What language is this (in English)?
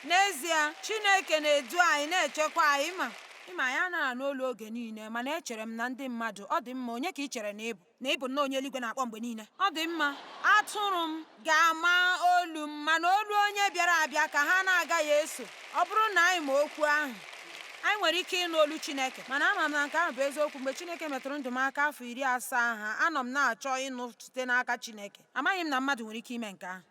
Igbo